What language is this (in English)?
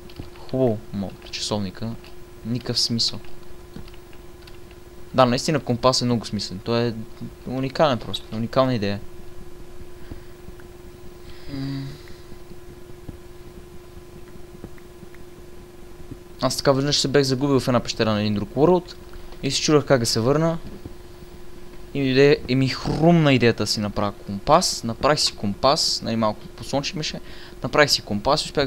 Bulgarian